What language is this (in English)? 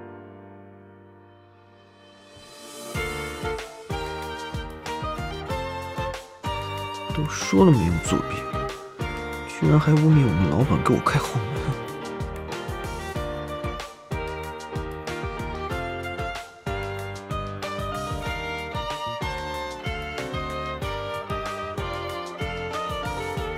Chinese